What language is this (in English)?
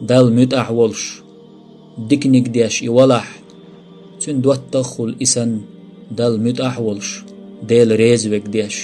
Chechen